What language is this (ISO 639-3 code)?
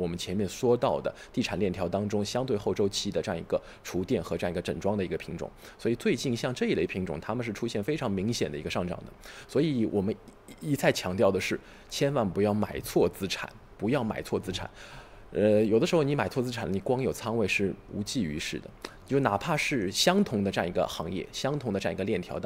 zho